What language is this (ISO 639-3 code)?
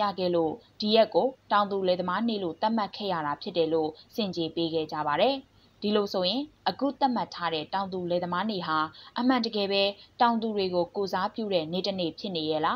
mya